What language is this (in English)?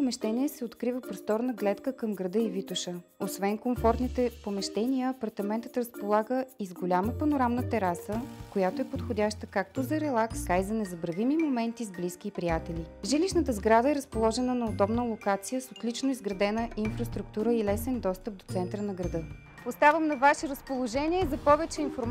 Bulgarian